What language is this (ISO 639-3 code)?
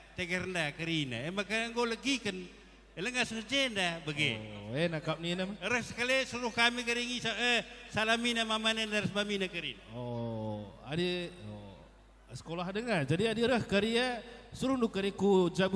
btx